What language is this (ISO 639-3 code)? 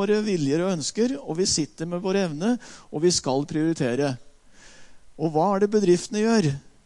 nor